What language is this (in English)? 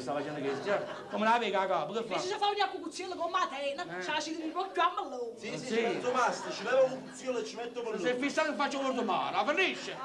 Neapolitan